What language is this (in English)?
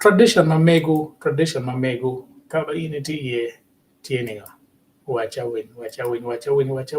Acoli